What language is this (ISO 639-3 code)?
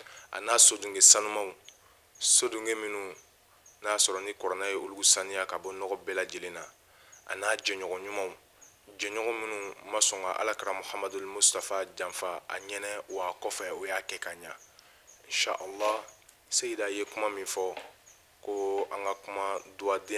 bam